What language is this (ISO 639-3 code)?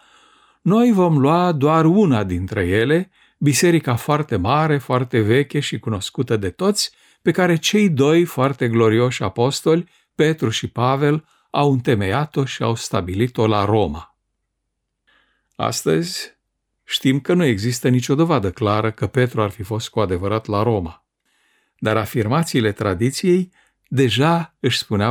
ron